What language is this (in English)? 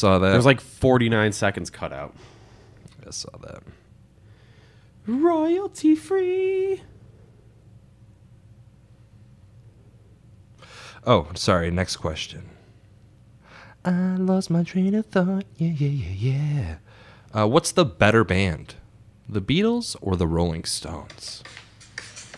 English